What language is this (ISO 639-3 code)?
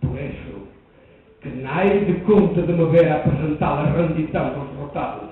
mwl